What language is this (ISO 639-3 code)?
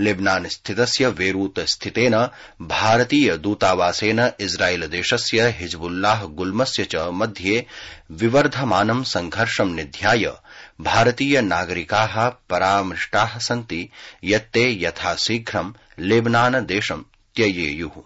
san